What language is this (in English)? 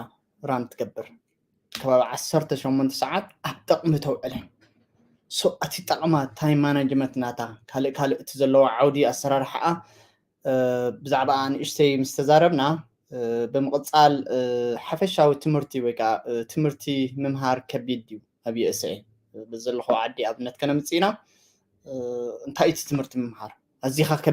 Tigrinya